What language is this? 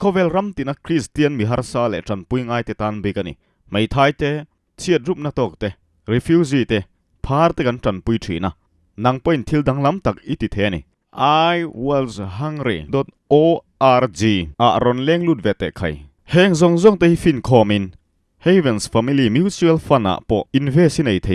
Mizo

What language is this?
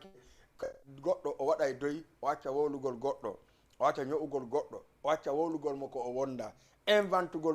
Fula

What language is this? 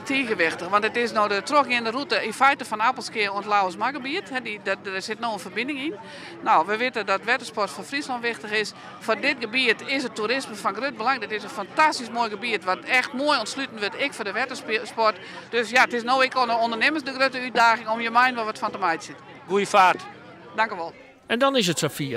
Western Frisian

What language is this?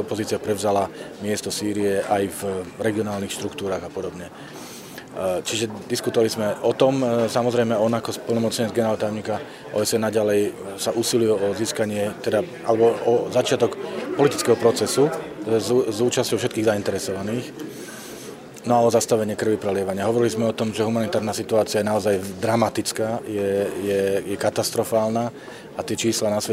Slovak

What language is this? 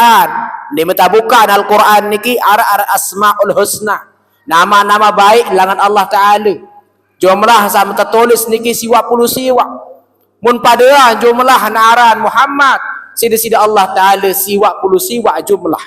Sasak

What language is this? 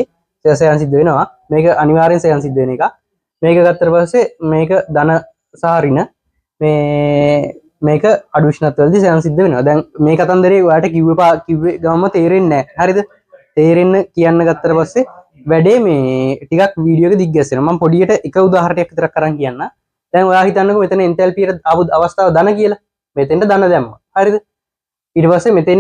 Sinhala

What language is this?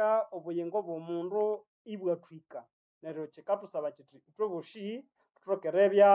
Nande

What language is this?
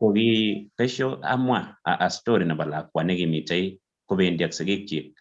Kalenjin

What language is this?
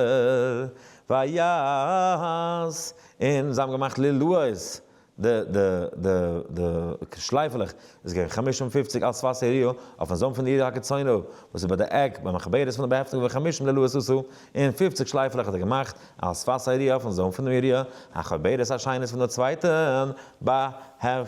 Yiddish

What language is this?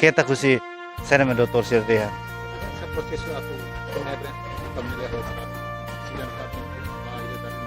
Tetum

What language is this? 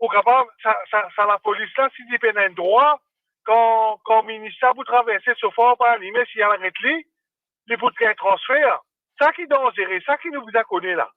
Morisyen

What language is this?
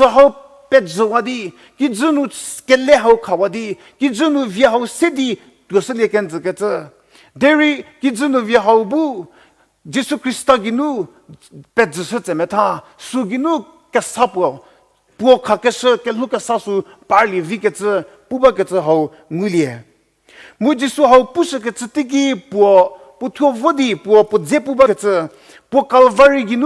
Angami Naga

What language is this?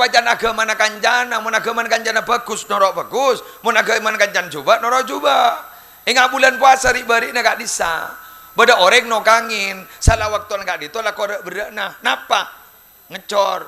Madurese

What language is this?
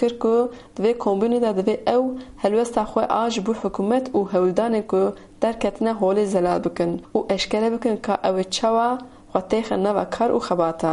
Kurdish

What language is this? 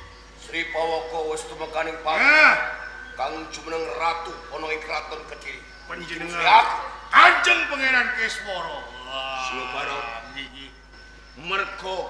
Javanese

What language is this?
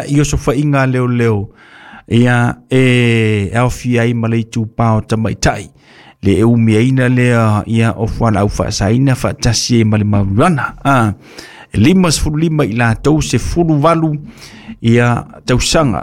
Samoan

